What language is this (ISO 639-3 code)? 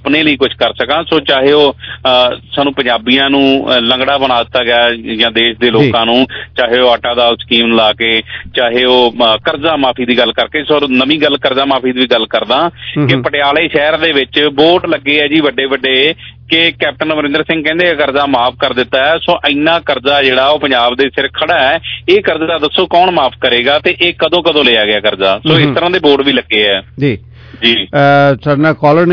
pan